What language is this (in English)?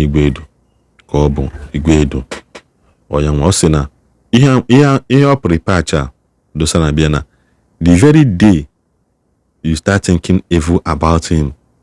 Igbo